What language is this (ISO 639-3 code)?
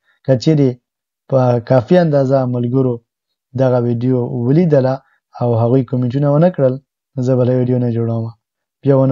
pus